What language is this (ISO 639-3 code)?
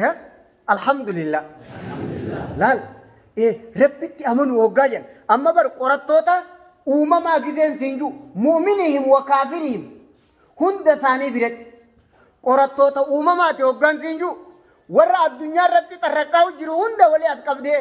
orm